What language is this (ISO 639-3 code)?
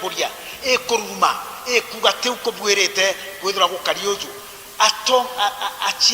mer